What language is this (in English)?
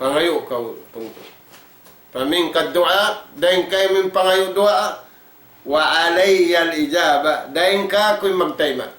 Tausug